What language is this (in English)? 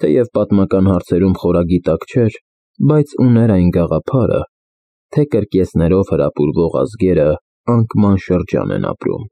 Armenian